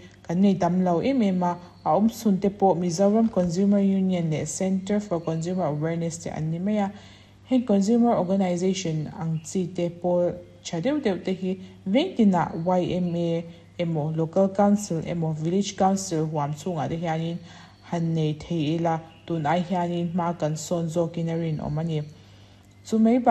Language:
Mizo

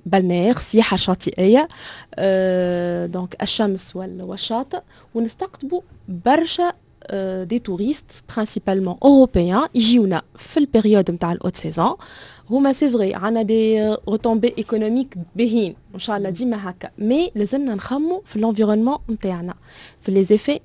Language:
Tunisian Arabic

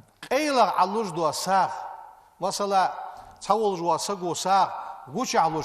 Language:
Ingush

